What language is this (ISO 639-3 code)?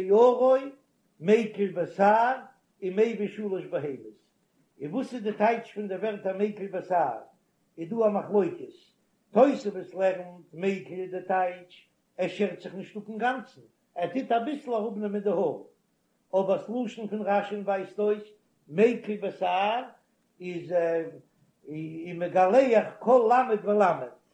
yid